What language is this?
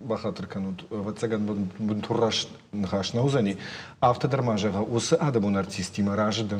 Ossetic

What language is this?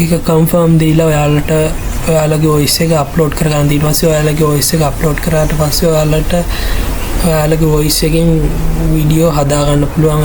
Sinhala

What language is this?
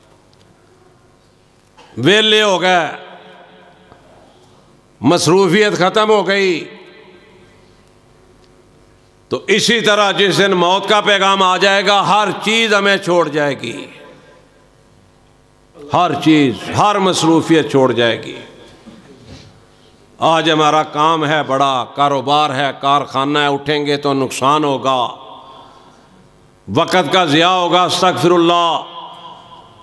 Urdu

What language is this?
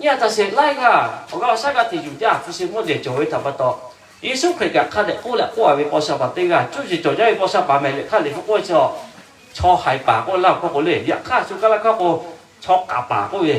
Lahu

